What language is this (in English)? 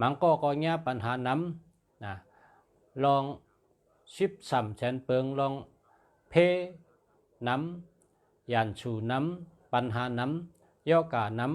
Shan